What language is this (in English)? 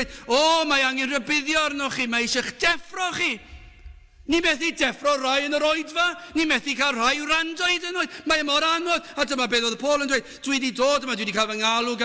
Welsh